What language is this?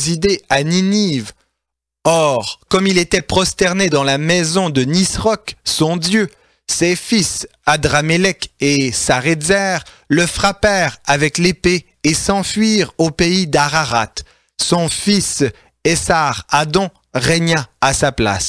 French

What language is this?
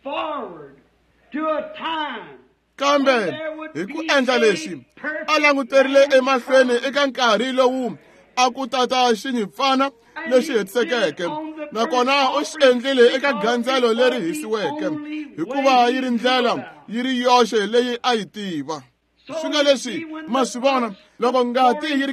Tsonga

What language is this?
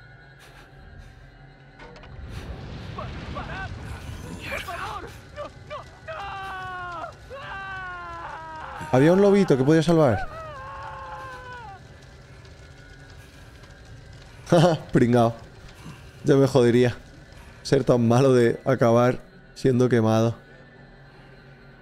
Spanish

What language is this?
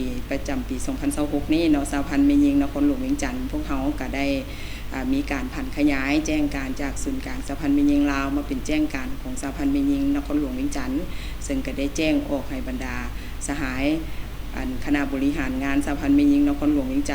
Lao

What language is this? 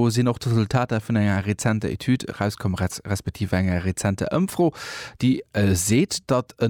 Luxembourgish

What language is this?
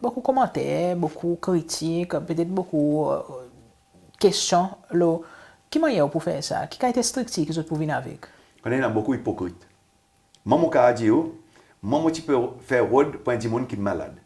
Seselwa Creole French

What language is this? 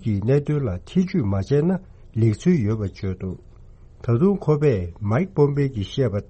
Tibetan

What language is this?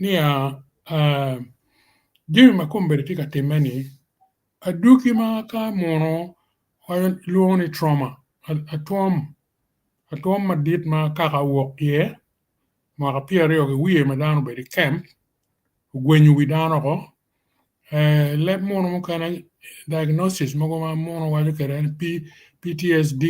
Acoli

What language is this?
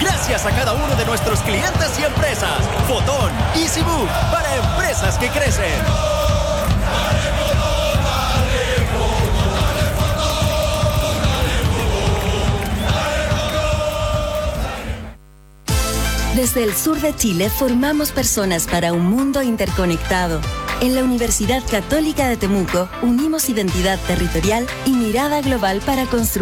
Spanish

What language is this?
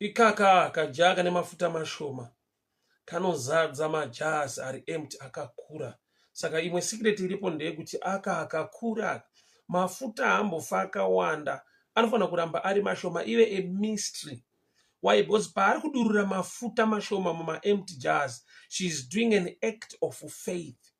Shona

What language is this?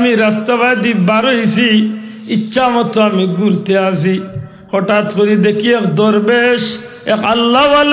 Sylheti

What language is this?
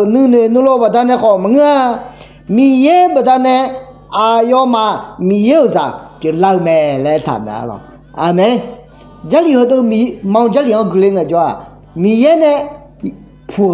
Akha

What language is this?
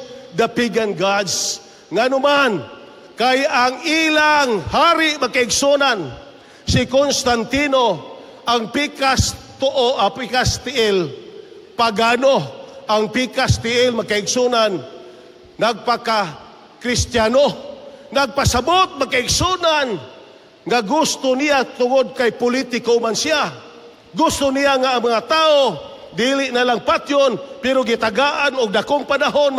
Cebuano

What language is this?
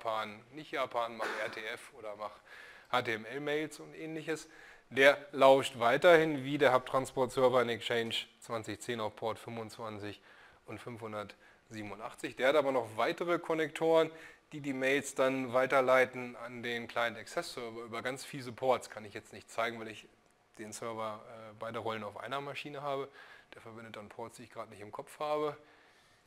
German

